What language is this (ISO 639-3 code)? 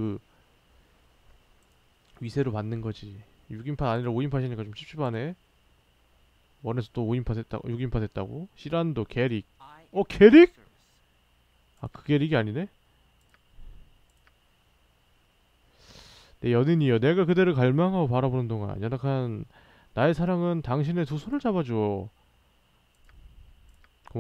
kor